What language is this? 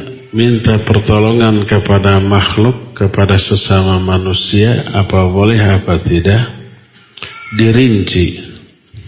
Indonesian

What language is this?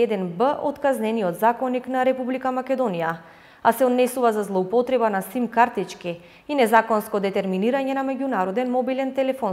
Macedonian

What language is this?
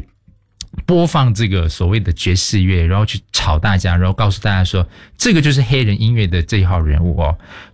Chinese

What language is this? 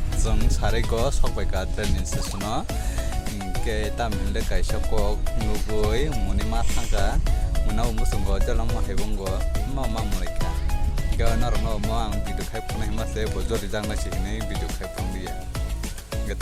Kok Borok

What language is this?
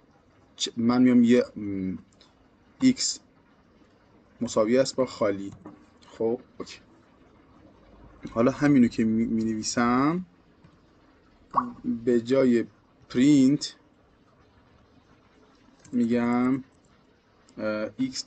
Persian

